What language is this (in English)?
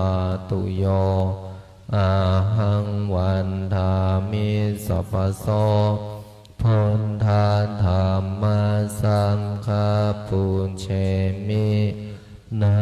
Pali